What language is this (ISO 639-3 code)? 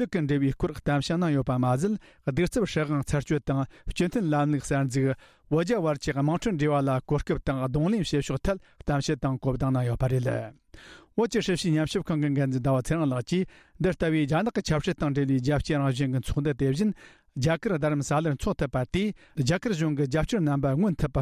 bod